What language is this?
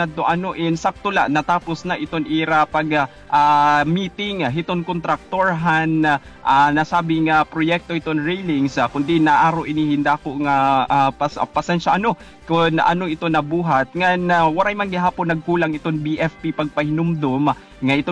Waray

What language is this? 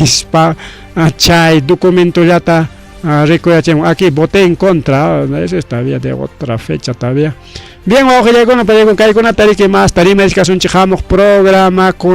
Ayacucho Quechua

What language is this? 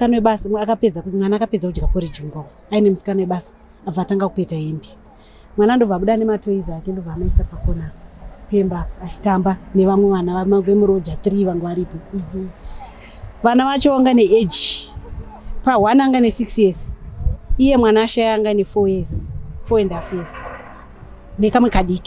Shona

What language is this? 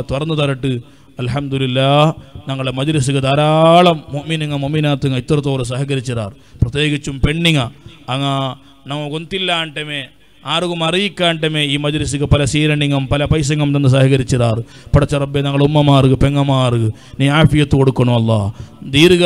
Malayalam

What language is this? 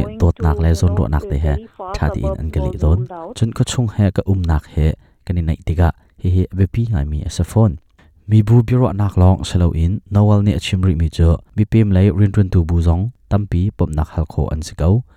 Hakha Chin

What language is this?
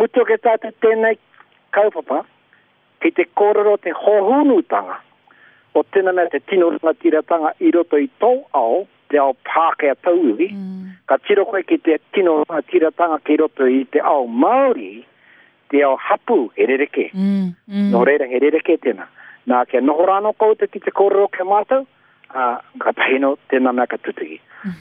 Māori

